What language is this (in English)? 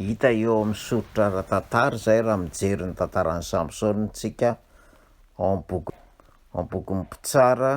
Malagasy